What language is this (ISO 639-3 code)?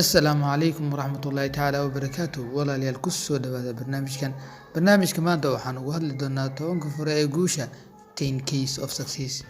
som